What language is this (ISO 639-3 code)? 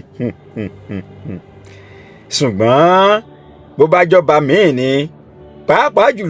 yor